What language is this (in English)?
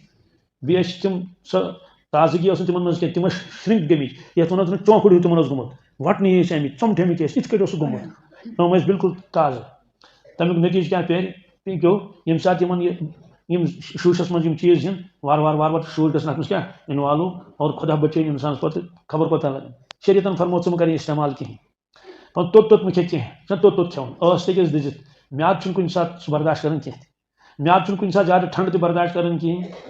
Kashmiri